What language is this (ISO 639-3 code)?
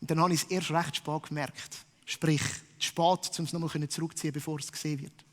gsw